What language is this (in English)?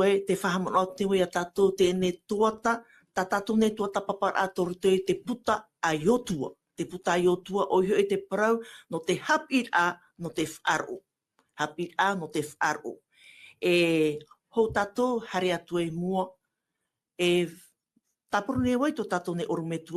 Tahitian